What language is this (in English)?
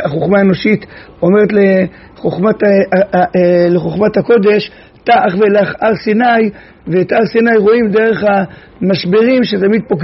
Hebrew